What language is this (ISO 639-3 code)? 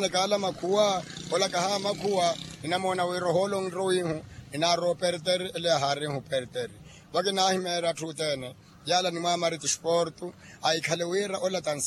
vmw